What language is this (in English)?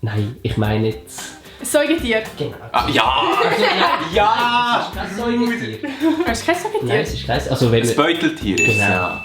Swiss German